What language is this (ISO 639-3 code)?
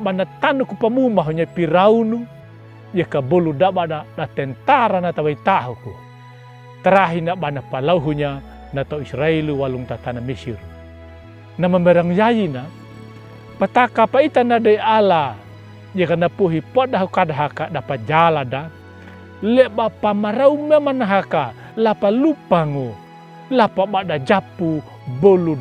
akg